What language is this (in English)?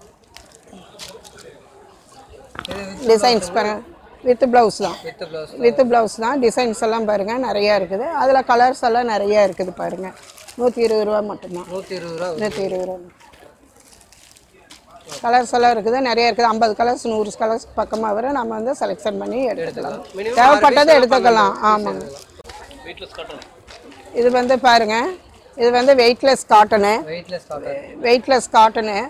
Tamil